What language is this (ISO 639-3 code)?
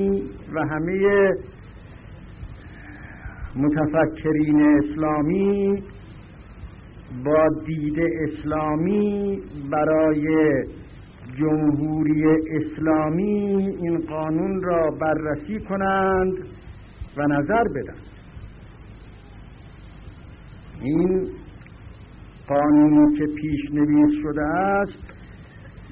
fas